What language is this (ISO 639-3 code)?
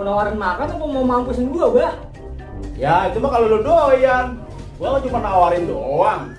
bew